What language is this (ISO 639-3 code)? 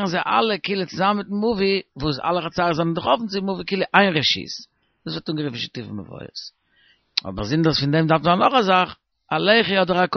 yid